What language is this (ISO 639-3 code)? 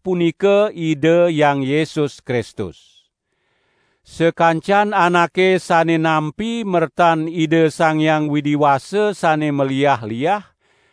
ban